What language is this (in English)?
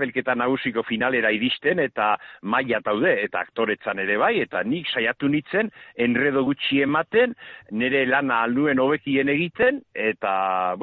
Basque